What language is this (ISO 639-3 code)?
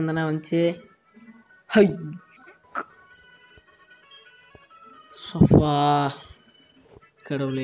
tam